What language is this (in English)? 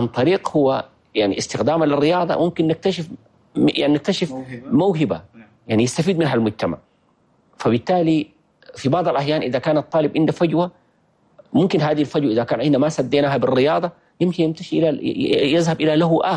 Chadian Arabic